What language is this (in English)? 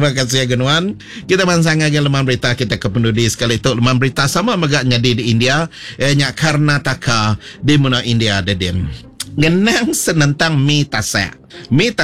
Iban